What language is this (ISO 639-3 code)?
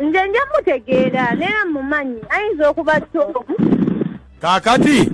lug